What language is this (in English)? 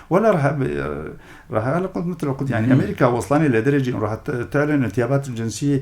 North Levantine Arabic